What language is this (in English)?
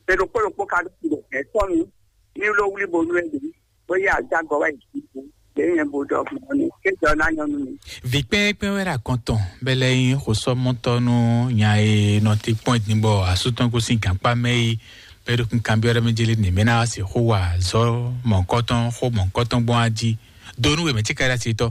Fon